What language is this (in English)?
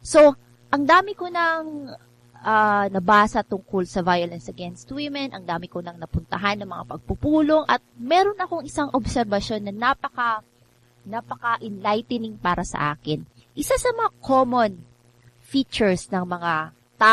Filipino